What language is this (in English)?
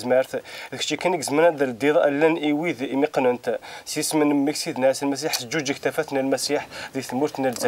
Kabyle